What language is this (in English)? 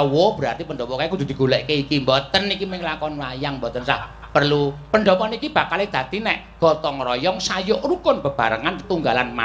Javanese